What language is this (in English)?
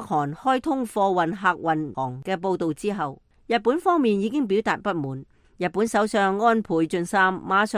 Cantonese